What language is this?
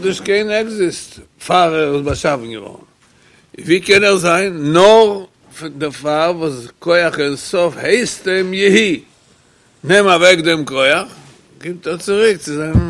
Yiddish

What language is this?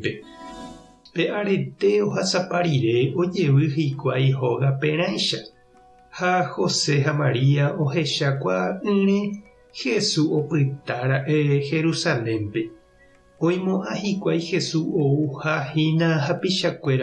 Guarani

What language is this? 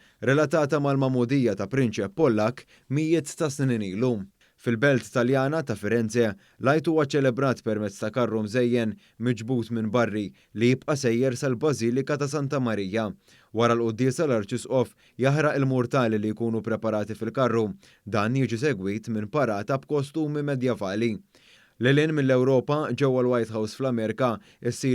Maltese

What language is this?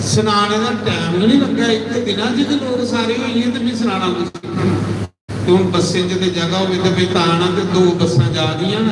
Dogri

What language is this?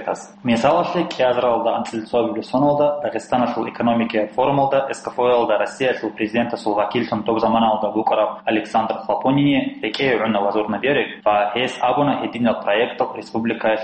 Avaric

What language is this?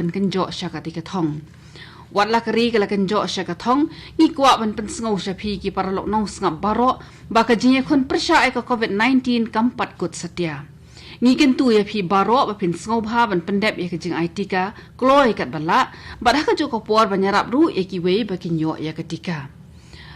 Khasi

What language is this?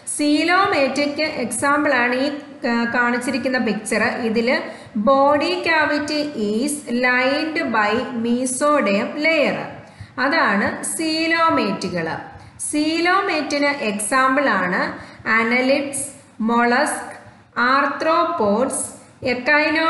Malayalam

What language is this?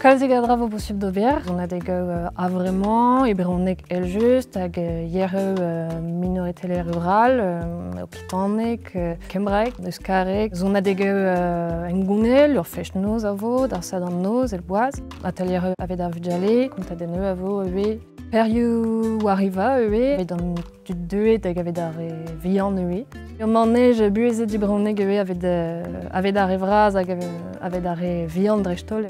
Breton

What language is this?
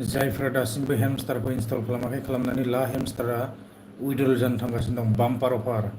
Bodo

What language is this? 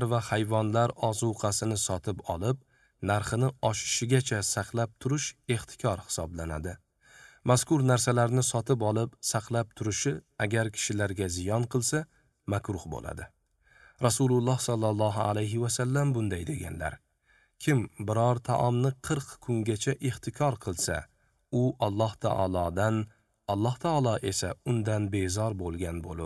Uzbek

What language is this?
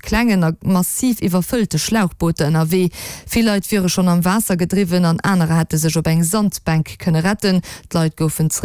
Luxembourgish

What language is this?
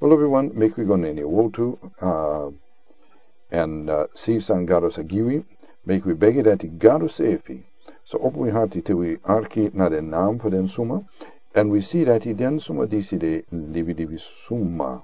Sranan Tongo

